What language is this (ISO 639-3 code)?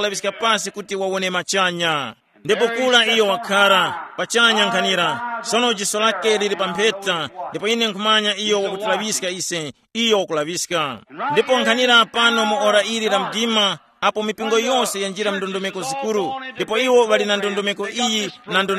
tum